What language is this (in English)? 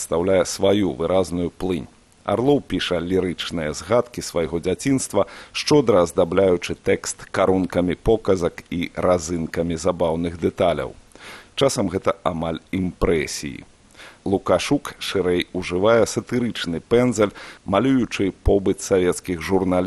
Belarusian